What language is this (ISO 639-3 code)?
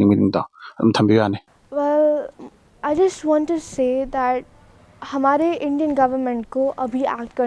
mni